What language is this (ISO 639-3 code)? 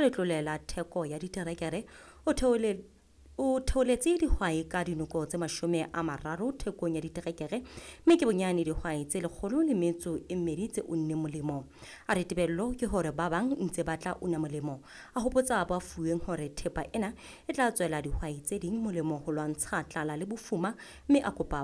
sot